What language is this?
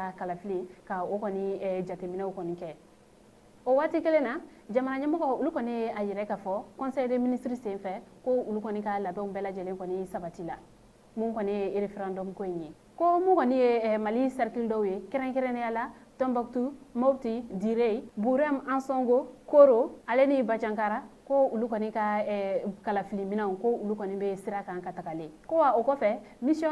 Bambara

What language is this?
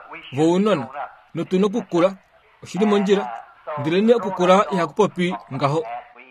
Kuanyama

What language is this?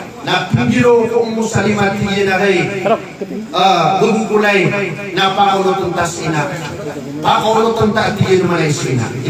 Maranao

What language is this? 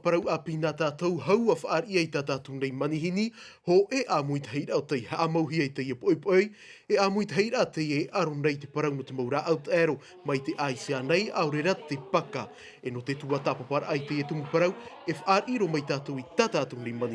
Tahitian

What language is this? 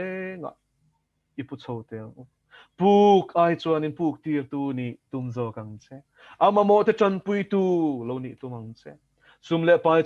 Mizo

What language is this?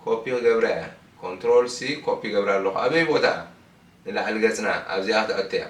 Tigrinya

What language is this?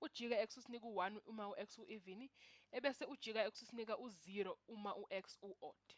Zulu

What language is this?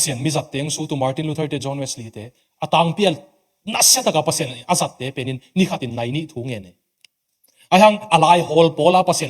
Tedim Chin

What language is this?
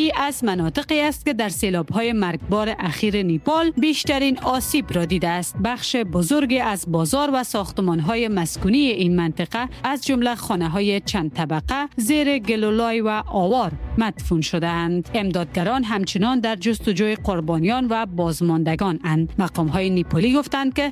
Persian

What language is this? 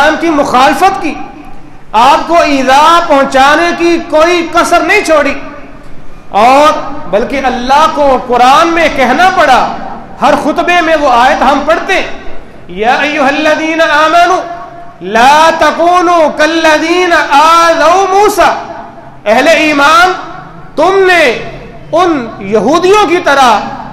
Urdu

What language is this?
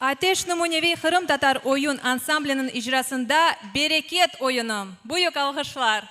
Crimean Tatar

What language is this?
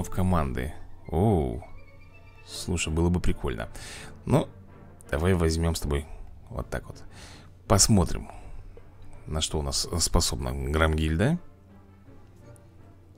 Russian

